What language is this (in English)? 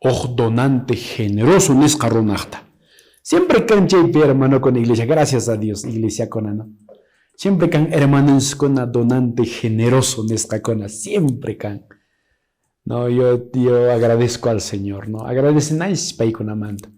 Quechua